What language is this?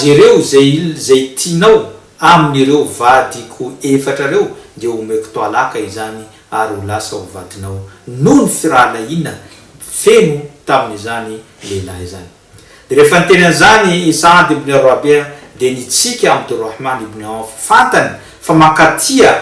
Malagasy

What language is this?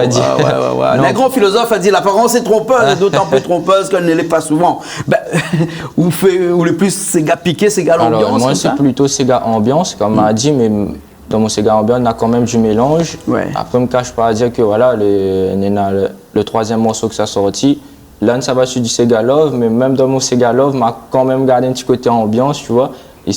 Réunion Creole French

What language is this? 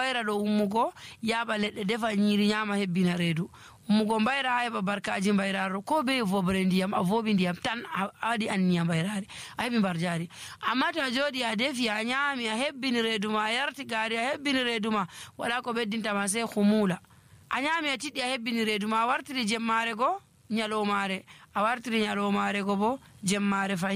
Nigerian Fulfulde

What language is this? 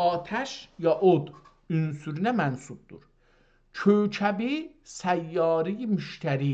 South Azerbaijani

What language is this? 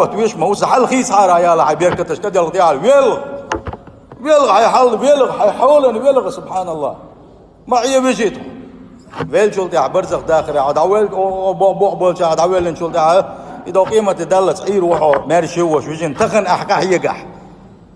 Chechen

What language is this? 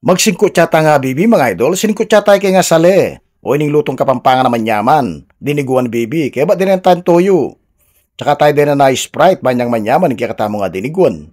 Pampanga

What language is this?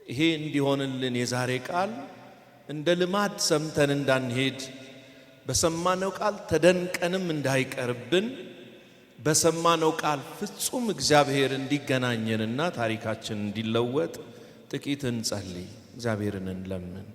Amharic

